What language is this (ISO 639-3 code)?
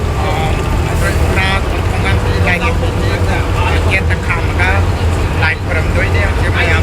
mni